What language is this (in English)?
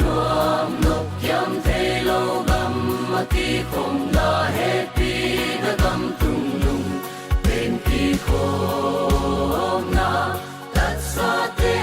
Paite Chin